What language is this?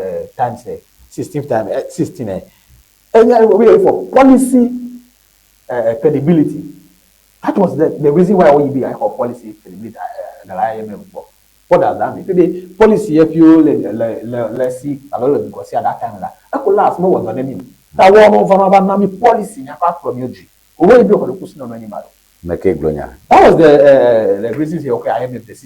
Ewe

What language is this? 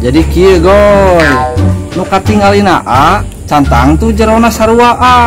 Sundanese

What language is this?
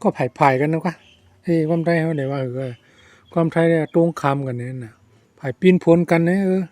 Shan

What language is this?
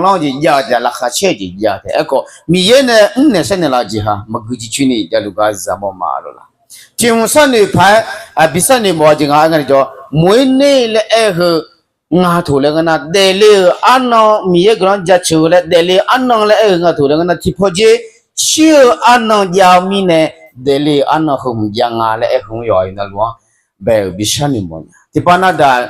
Akha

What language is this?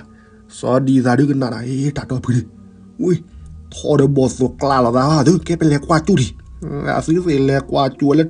S'gaw Karen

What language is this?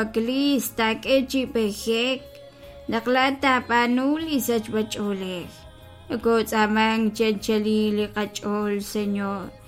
Kekchí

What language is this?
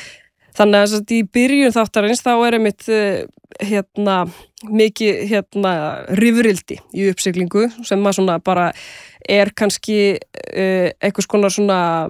Icelandic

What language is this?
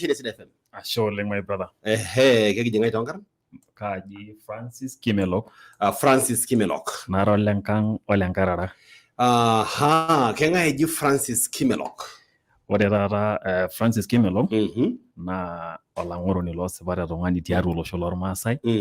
Masai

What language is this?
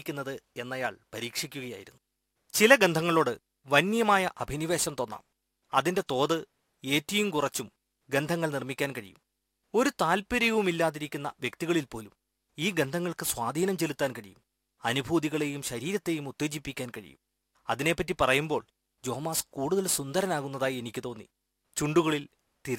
Malayalam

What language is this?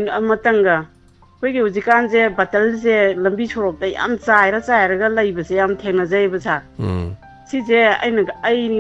Manipuri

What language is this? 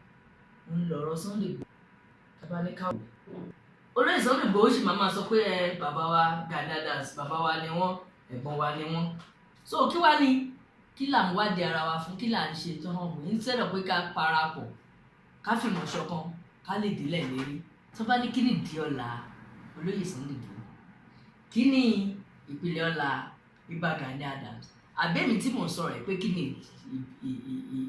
Yoruba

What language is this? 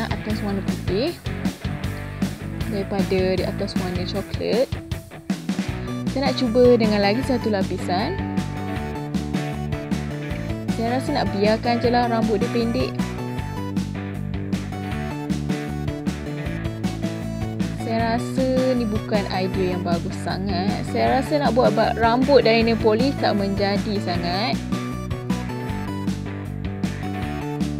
Malay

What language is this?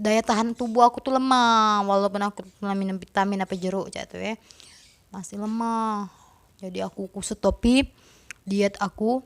Musi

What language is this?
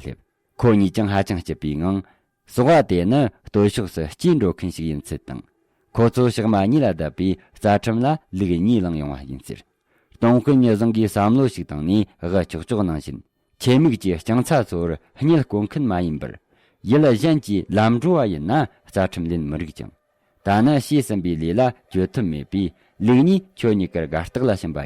Tibetan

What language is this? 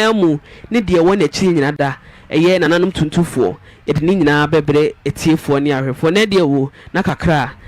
Akan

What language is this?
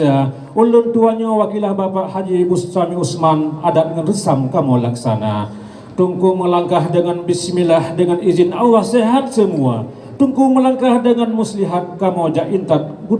Achinese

